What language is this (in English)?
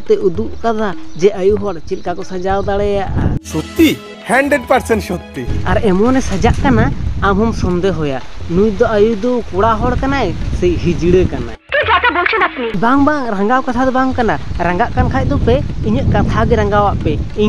Santali